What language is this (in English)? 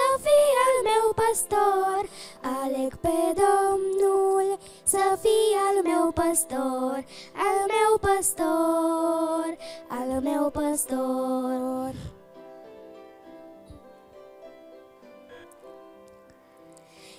Romanian